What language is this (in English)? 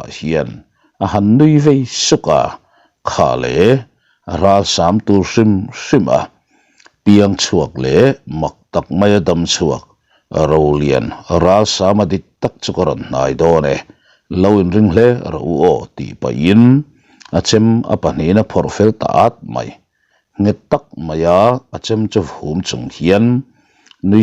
Mizo